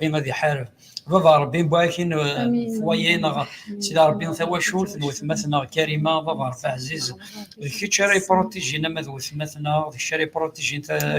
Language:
Kabyle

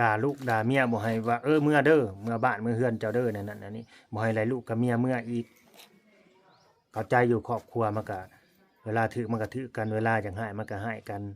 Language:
Lao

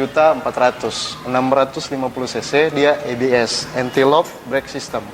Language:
Manado Malay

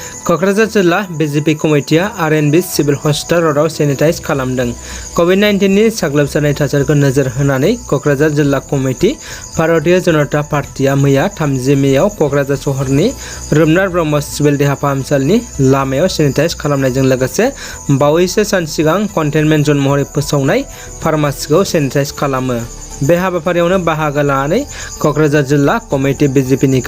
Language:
Bodo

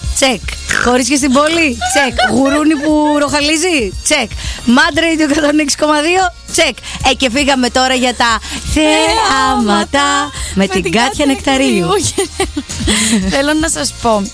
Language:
Greek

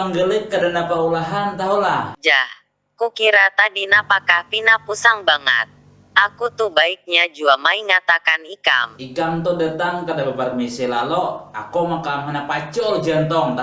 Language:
Banjar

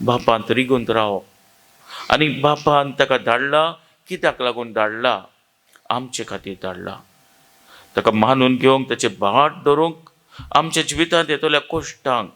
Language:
Konkani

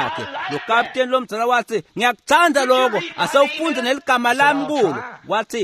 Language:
Swati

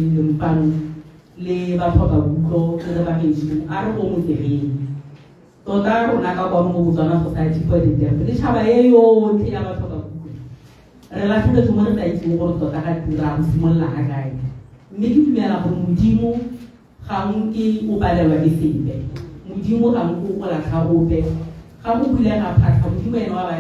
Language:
Tswana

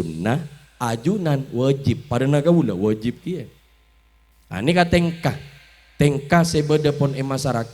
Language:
Madurese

